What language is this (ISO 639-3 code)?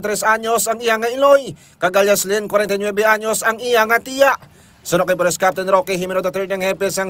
hil